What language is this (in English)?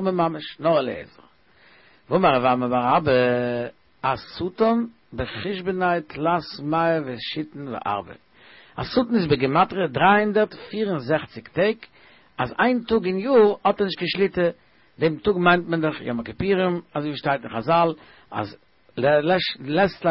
Yiddish